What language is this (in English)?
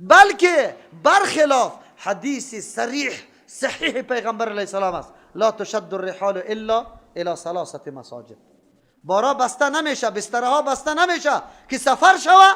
Persian